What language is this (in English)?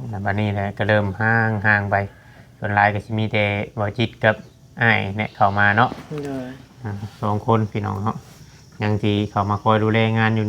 Lao